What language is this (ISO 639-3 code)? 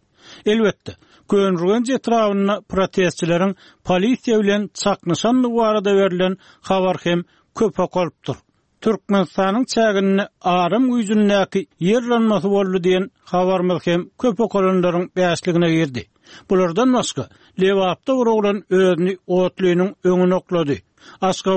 tuk